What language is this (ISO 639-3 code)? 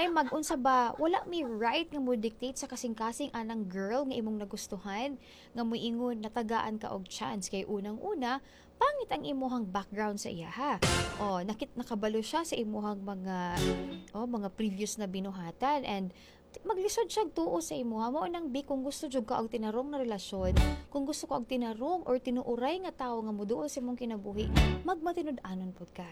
ceb